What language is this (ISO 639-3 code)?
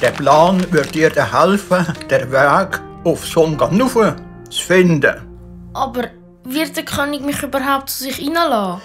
gsw